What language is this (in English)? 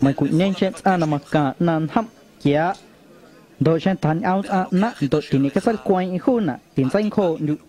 Guerrero Amuzgo